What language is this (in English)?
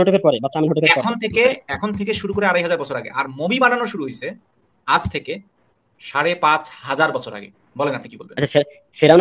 Bangla